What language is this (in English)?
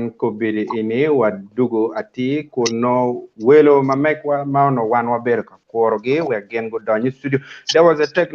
Acoli